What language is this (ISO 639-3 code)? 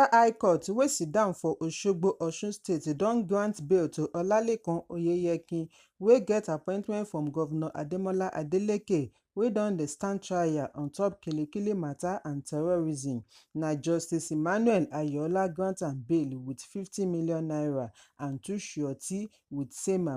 pcm